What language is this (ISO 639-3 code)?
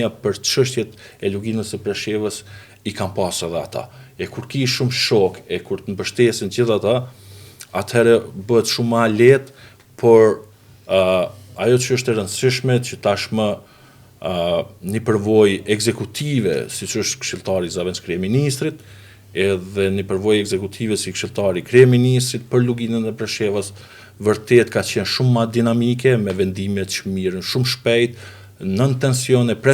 sqi